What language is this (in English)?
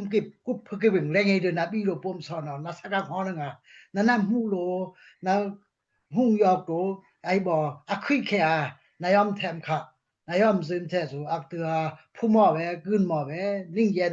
Daai Chin